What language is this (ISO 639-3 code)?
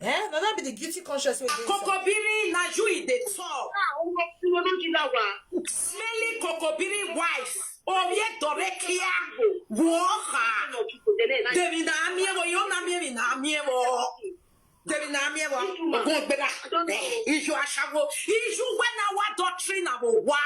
pcm